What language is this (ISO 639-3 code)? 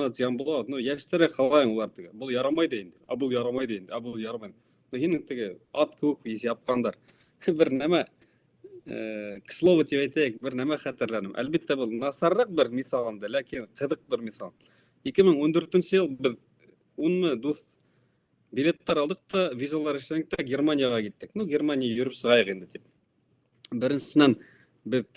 bak